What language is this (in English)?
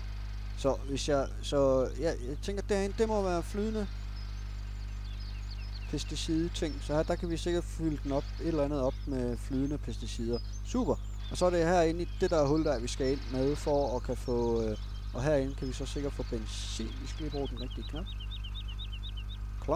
Danish